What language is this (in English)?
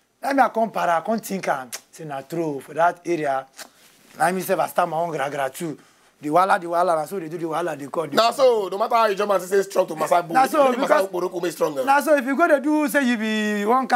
Nigerian Pidgin